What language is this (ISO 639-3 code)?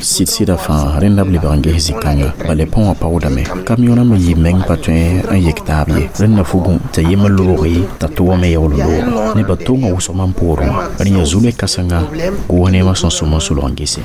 mos